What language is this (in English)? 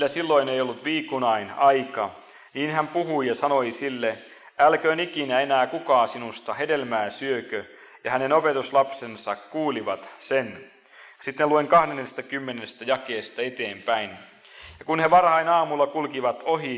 Finnish